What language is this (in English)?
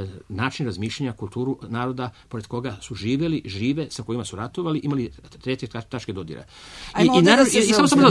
Serbian